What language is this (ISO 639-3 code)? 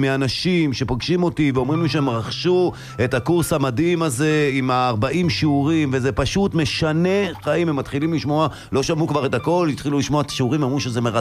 heb